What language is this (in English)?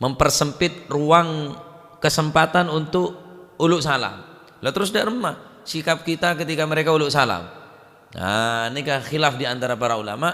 Madurese